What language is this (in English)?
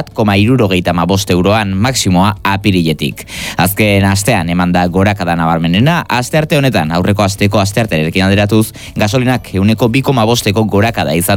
Basque